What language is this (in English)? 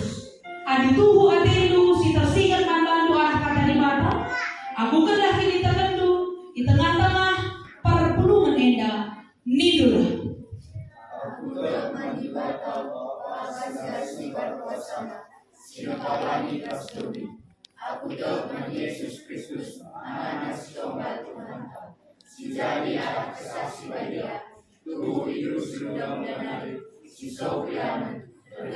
Batak Karo